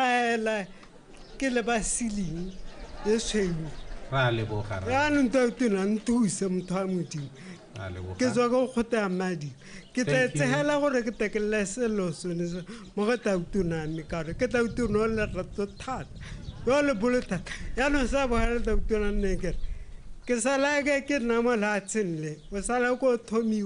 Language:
Tswana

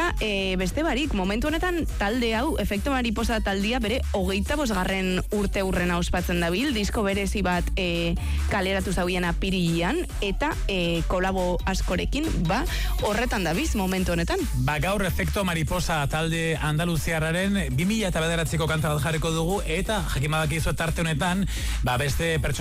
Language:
Basque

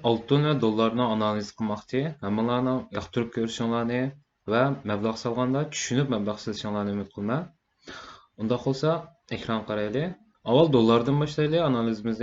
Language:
Uyghur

